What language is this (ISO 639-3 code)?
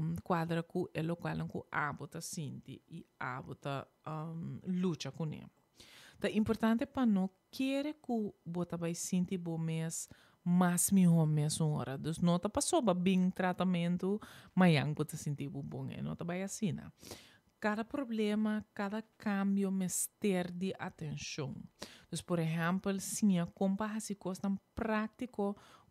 pap